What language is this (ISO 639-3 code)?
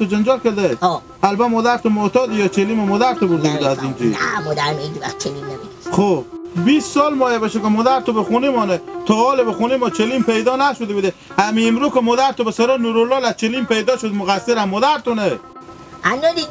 haz